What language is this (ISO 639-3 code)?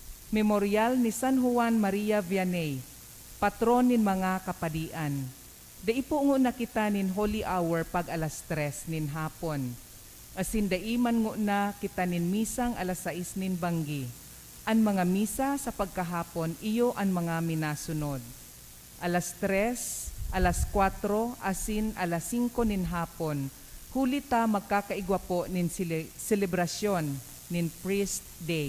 bik